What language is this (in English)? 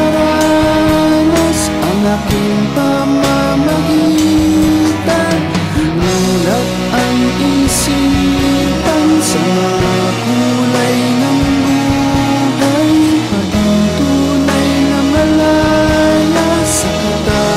Filipino